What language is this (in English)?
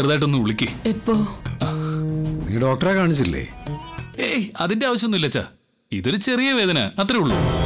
Malayalam